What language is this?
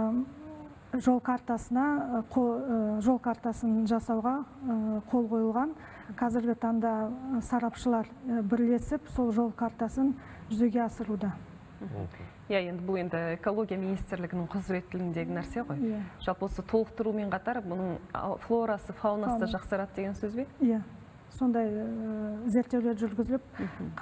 Kazakh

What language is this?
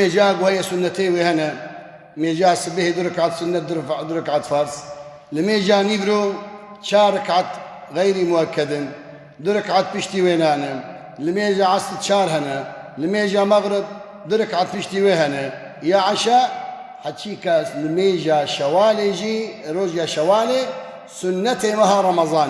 Kurdish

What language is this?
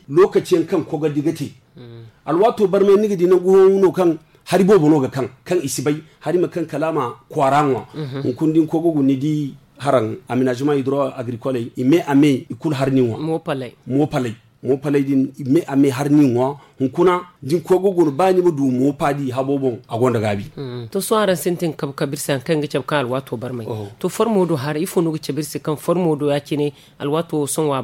Zarma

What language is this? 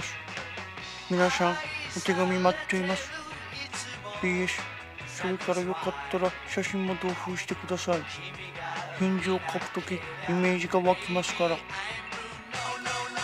Japanese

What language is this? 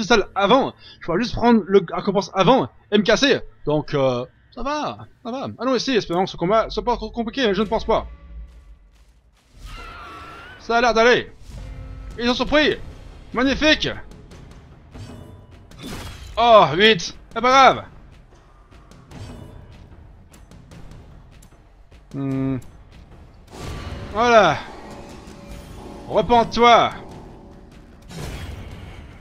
French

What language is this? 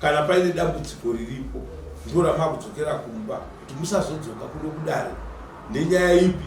Shona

